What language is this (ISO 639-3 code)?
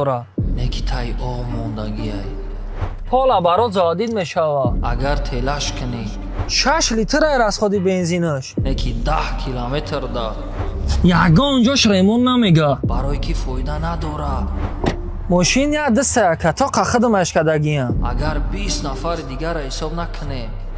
tgk